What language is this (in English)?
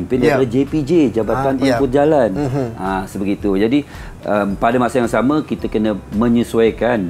Malay